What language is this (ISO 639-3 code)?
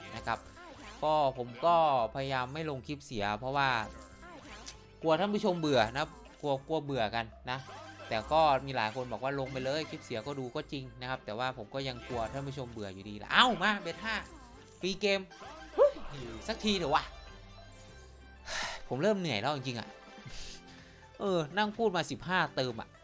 tha